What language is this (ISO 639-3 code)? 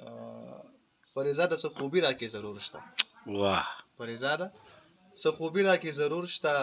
pus